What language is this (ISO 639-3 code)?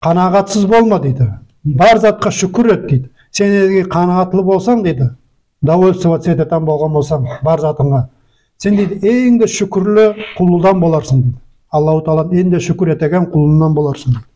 nog